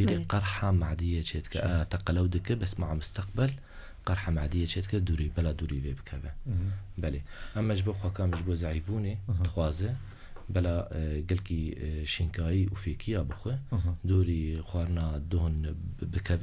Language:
Kurdish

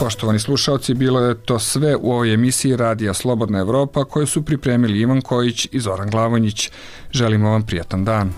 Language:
Serbian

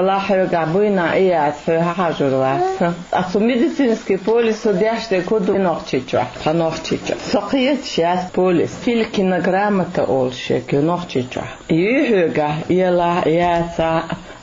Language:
Chechen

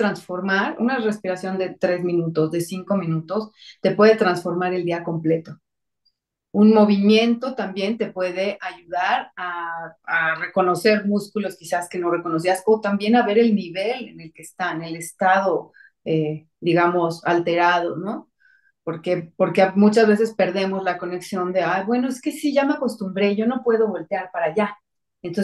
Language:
Spanish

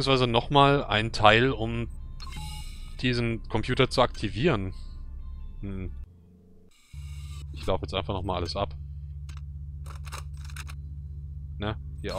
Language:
German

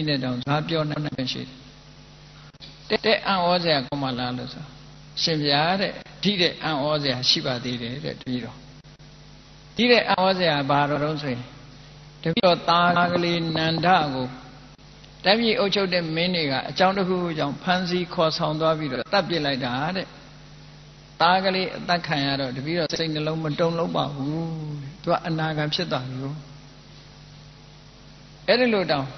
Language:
Burmese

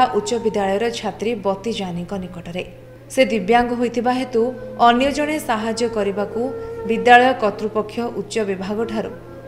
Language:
Odia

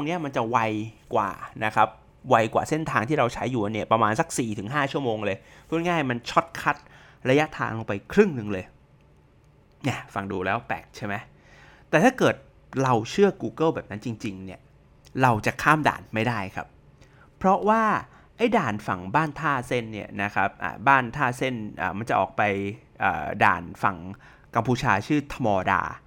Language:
Thai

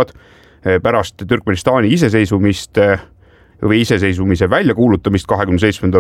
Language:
Estonian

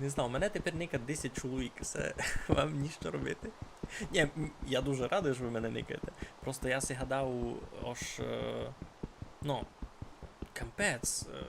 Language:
Rusyn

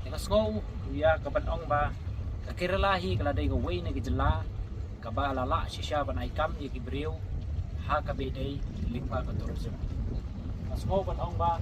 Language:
Khasi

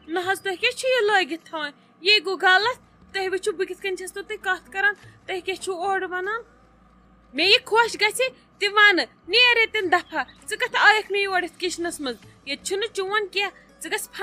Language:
Kashmiri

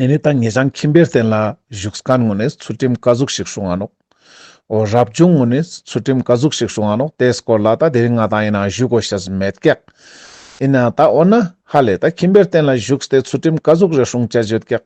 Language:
Ladakhi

